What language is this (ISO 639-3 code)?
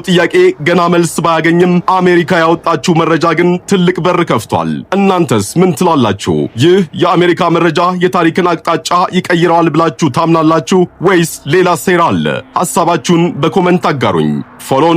amh